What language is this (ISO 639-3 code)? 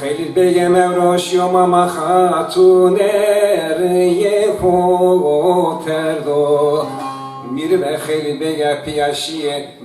zza